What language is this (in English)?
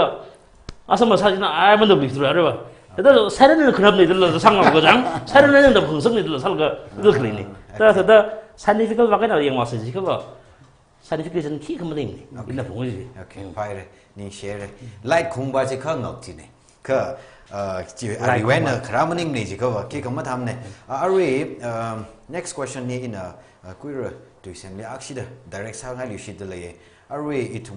Tangkhul Naga (India)